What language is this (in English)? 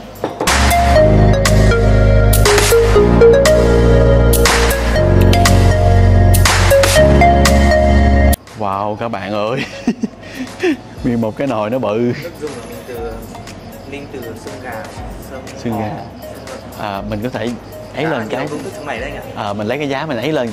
Vietnamese